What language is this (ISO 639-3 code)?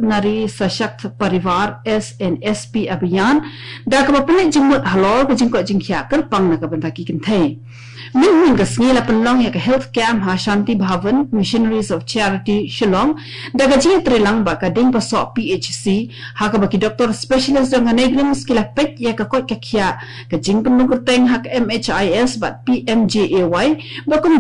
kha